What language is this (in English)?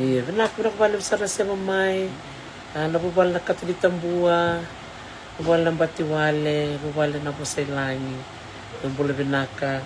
Fijian